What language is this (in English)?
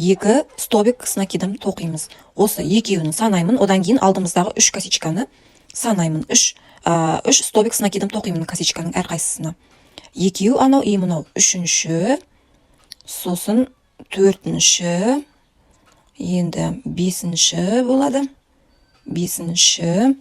Kazakh